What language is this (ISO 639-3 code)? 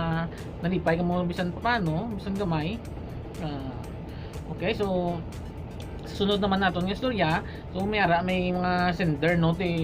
hil